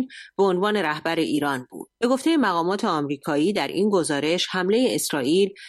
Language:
Persian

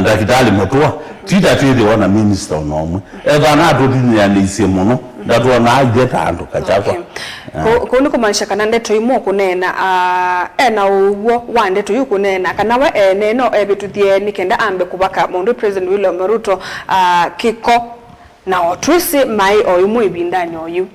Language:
Kamba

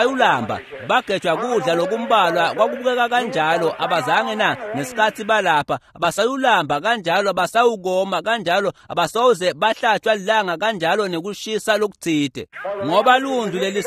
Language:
Swati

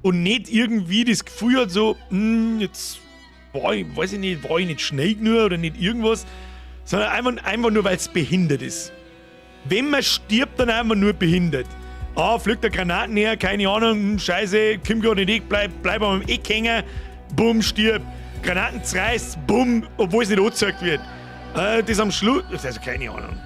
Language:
Bavarian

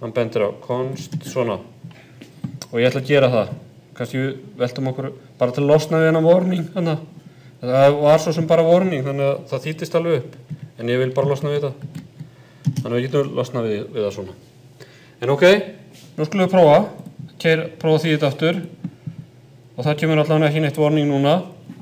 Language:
Icelandic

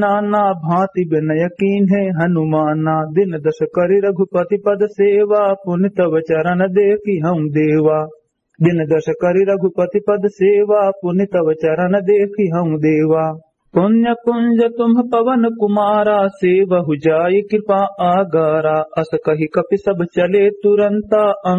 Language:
Awadhi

